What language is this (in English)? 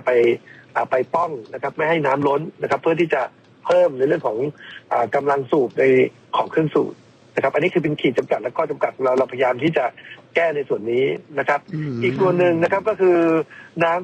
Thai